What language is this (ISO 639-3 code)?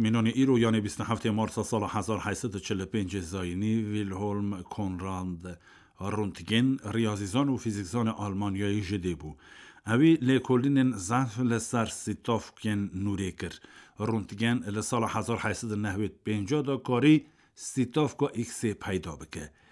kur